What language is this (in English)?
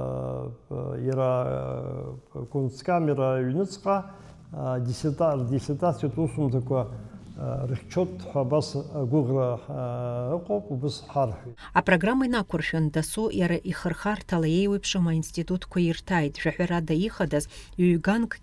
Abkhazian